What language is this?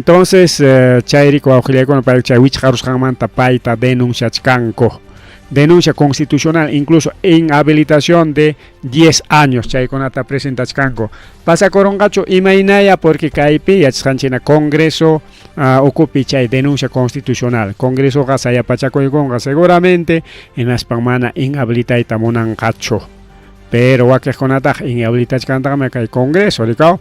Ayacucho Quechua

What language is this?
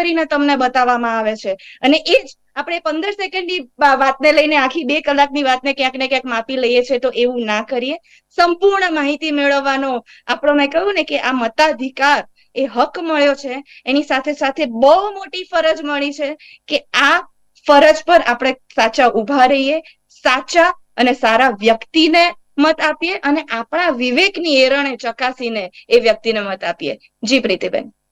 Gujarati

